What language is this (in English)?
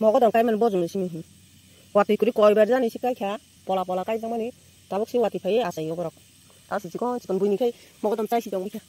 Kok Borok